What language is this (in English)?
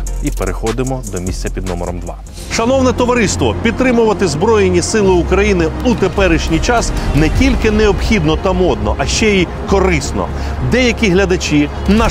Ukrainian